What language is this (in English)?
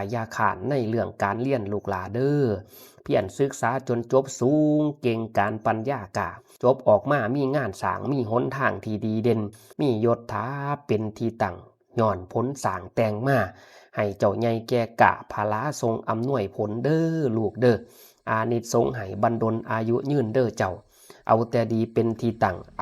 Lao